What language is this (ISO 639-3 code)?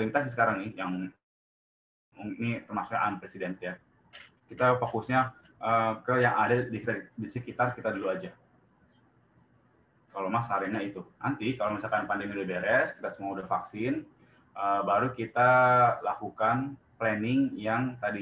ind